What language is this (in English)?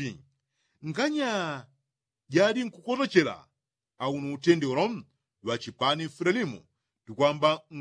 Yao